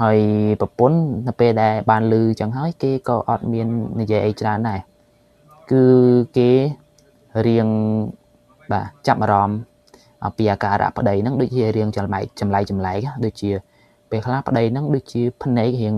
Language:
Khmer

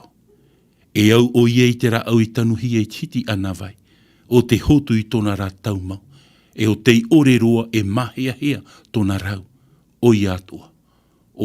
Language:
Tahitian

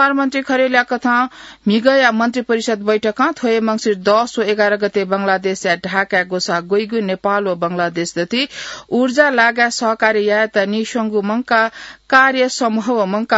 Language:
Newari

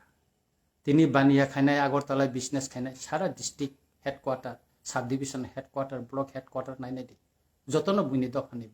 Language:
Kok Borok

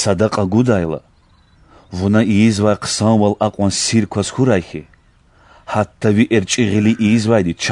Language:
Lezghian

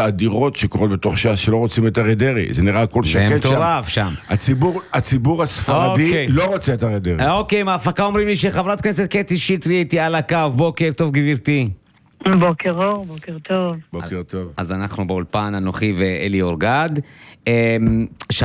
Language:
Hebrew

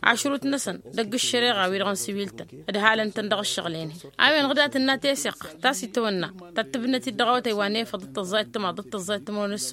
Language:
Tamasheq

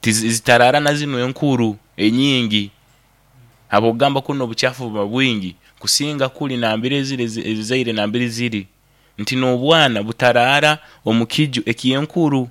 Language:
Nyoro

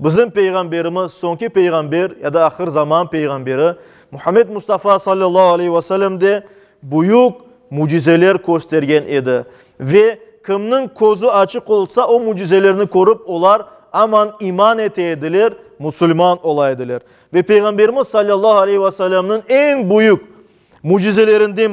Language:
Crimean Tatar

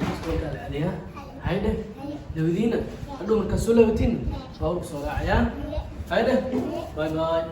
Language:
Somali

